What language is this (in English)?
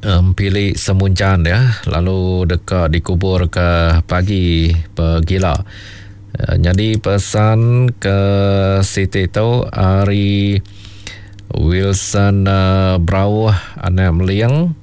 Iban